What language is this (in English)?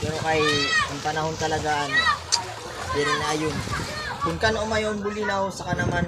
Waray